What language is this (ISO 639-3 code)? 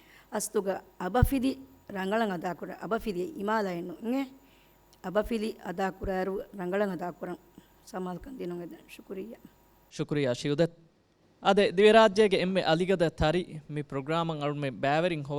div